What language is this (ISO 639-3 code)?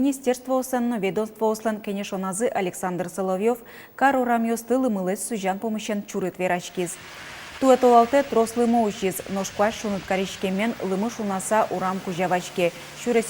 udm